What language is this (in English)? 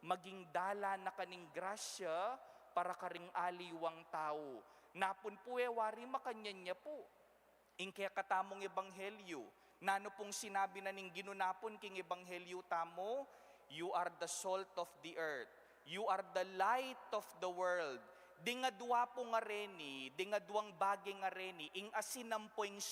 Pampanga